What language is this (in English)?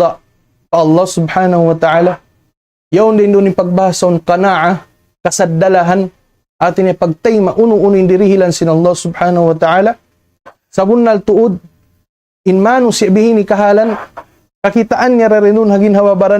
Tausug